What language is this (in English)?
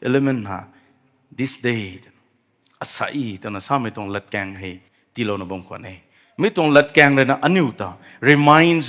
Rongmei Naga